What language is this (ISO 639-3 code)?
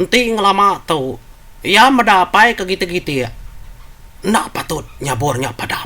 iba